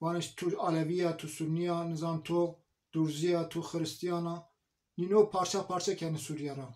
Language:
Zaza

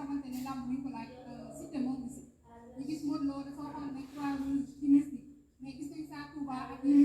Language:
Wolof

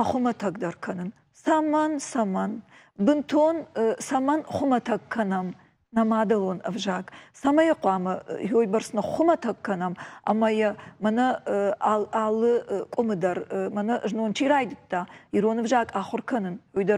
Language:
Ossetic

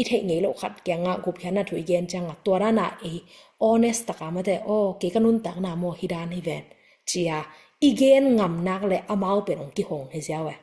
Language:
Tedim Chin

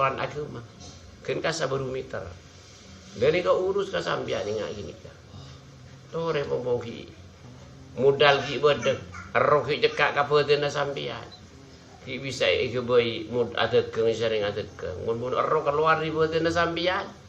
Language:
Madurese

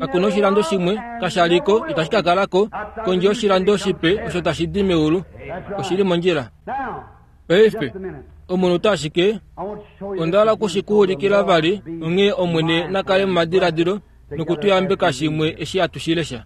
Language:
Kuanyama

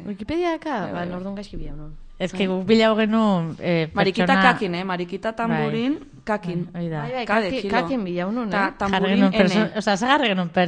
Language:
Basque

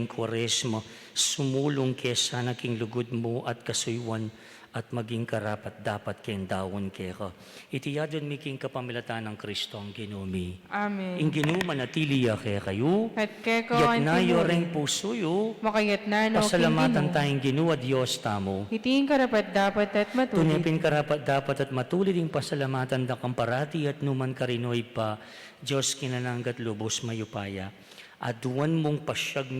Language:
Pampanga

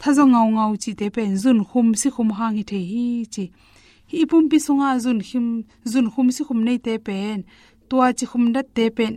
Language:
Tedim Chin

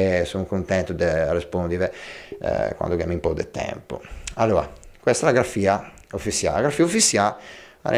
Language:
Ligurian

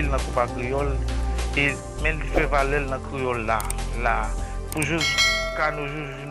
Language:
Haitian Creole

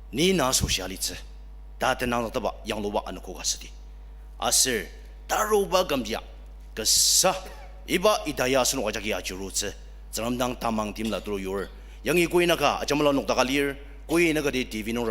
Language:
Ao Naga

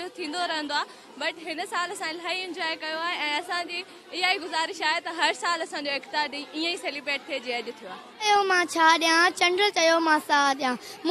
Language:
Sindhi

